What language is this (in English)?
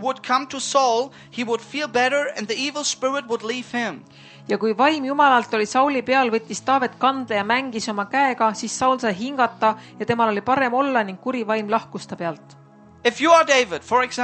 Estonian